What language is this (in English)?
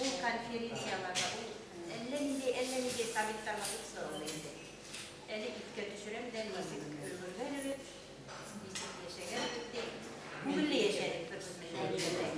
Bashkir